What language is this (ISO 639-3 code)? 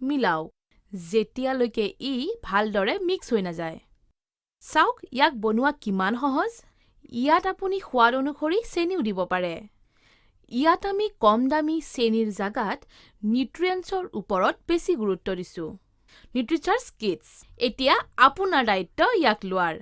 asm